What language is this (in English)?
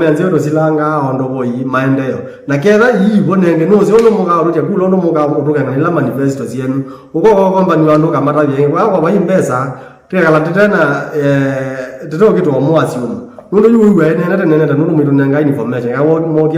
Kamba